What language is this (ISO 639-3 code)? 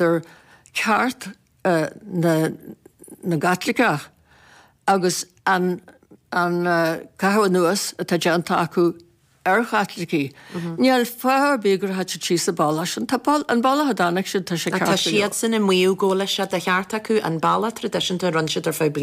gle